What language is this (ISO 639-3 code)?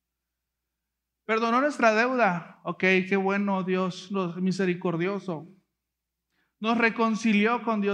spa